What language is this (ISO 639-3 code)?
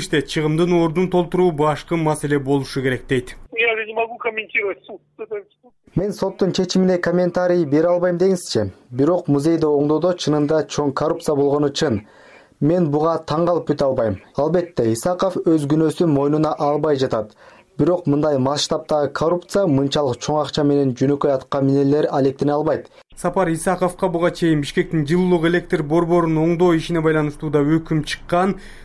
kir